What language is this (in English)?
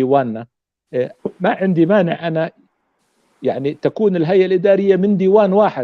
North Levantine Arabic